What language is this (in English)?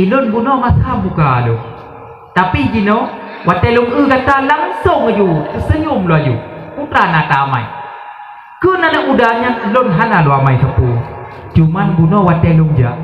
Achinese